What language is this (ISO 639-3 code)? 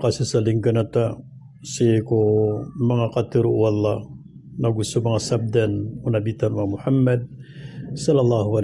mrw